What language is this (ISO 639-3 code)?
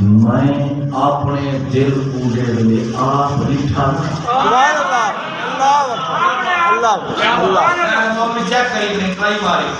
skr